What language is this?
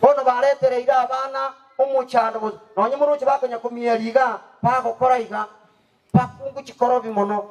Gusii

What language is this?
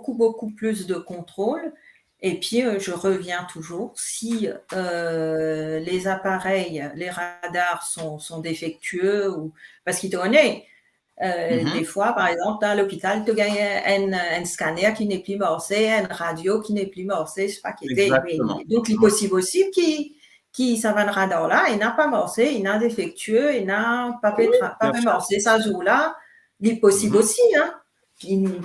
Morisyen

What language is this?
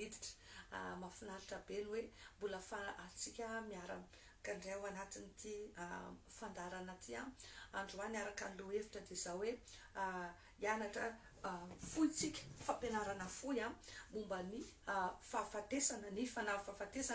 Malagasy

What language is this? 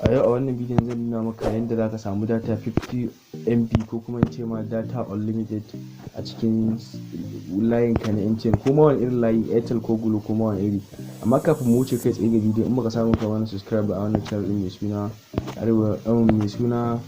Hausa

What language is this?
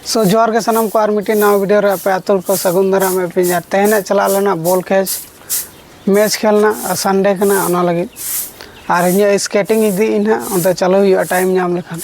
Santali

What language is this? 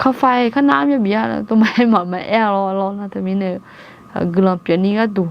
Akha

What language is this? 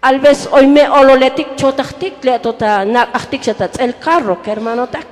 Tzotzil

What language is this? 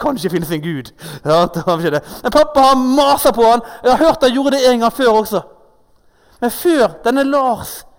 Norwegian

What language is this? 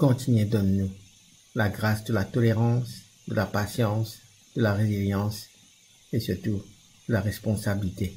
Morisyen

